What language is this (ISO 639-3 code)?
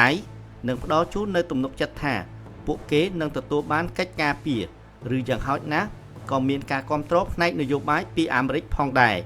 khm